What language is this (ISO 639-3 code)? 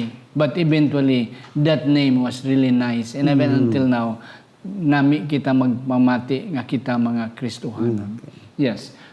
hil